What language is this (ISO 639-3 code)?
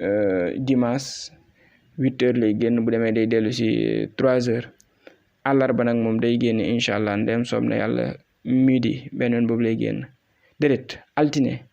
wol